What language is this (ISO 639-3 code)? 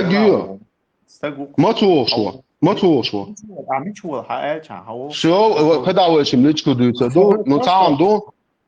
che